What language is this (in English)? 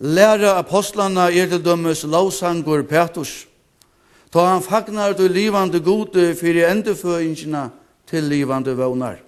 Faroese